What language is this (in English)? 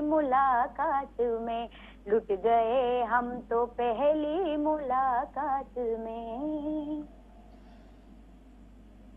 Gujarati